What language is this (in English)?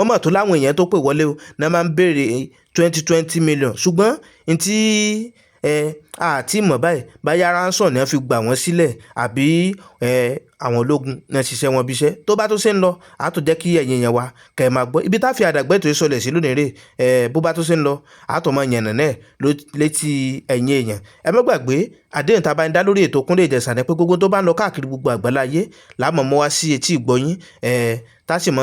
Yoruba